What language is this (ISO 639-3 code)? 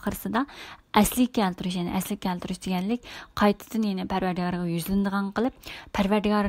uig